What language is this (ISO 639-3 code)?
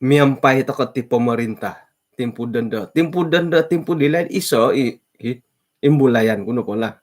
dtp